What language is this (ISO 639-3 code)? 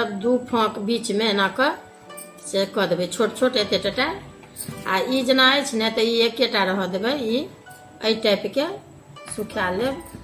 mai